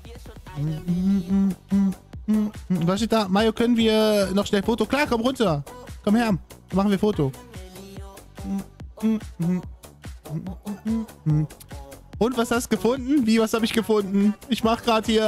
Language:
German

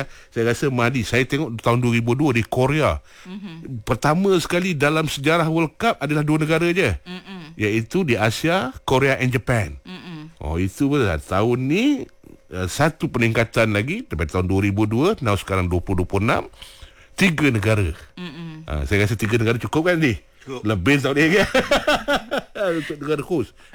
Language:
Malay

